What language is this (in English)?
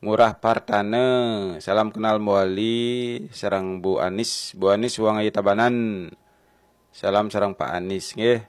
Balinese